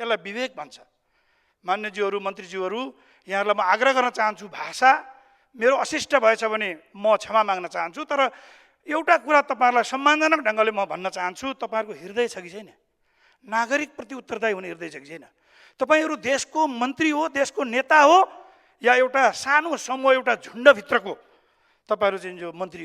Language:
Nepali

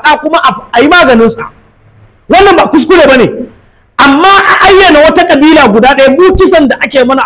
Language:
Hausa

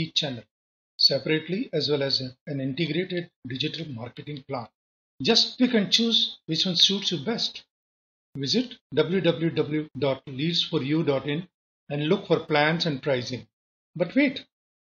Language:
English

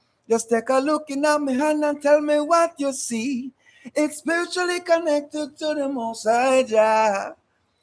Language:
Jamaican Creole English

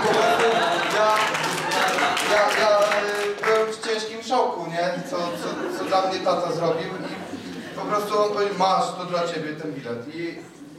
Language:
Polish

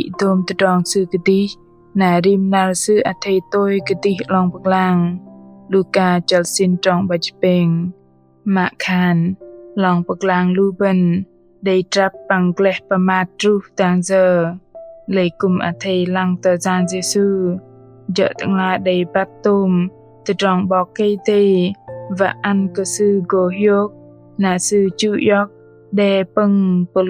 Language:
Bahnar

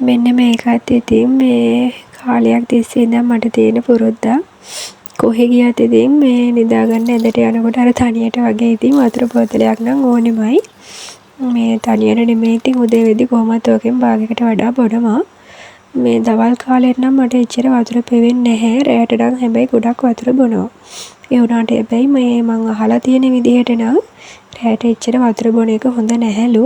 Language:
Sinhala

